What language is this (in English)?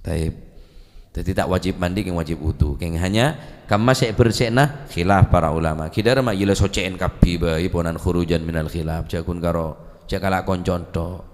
Madurese